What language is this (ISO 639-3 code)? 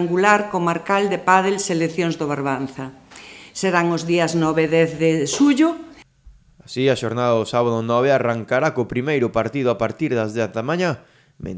glg